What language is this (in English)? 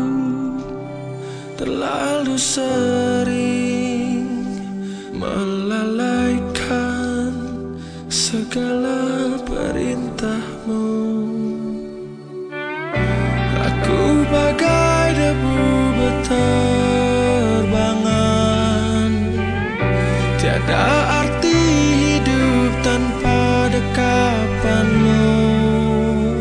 Indonesian